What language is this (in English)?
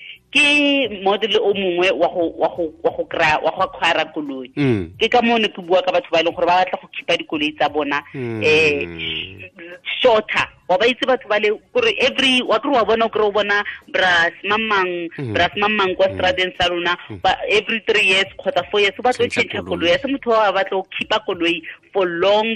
Tswana